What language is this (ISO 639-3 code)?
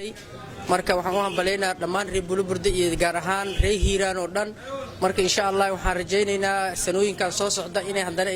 som